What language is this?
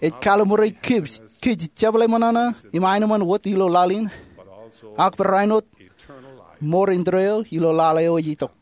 Marshallese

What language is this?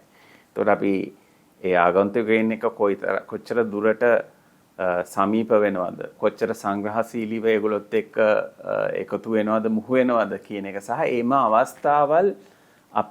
Sinhala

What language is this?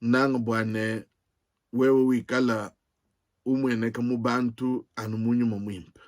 Luba-Lulua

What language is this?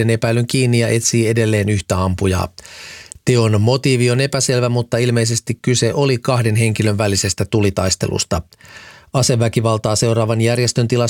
Finnish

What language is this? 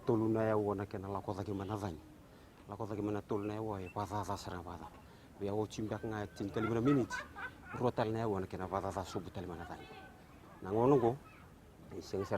Fijian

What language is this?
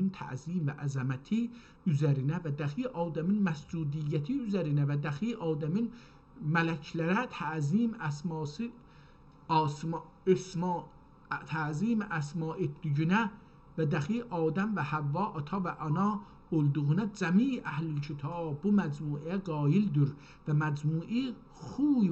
South Azerbaijani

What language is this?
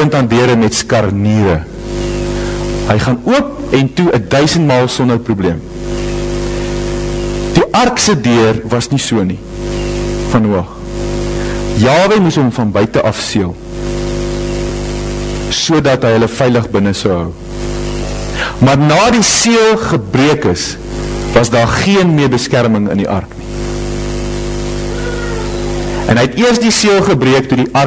Afrikaans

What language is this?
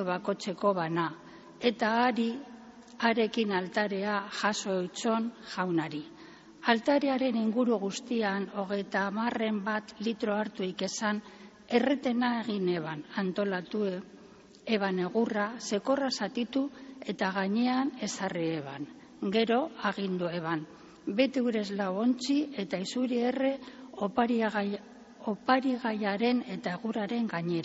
Basque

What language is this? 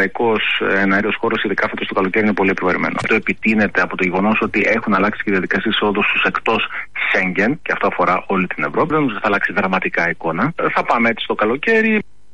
Greek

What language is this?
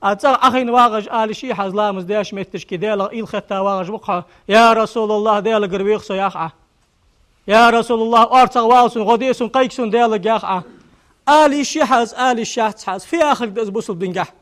Ingush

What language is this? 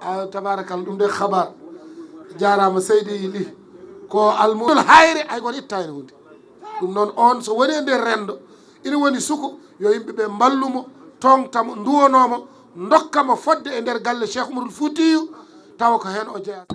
Fula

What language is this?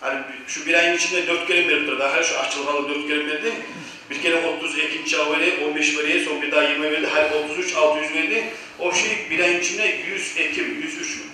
Kumyk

